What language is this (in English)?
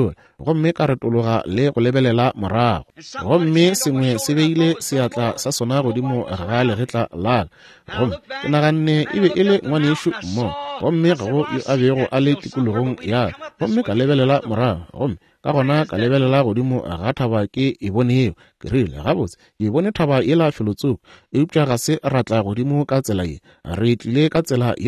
Northern Sotho